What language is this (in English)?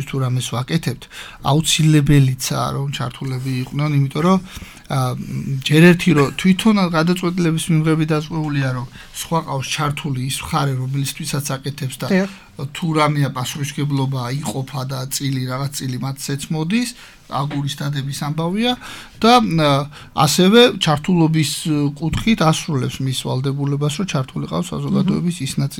Georgian